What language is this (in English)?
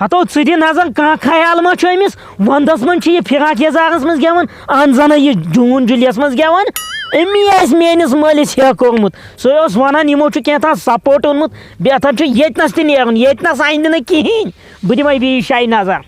Kashmiri